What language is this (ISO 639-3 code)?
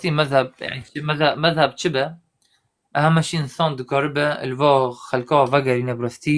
kur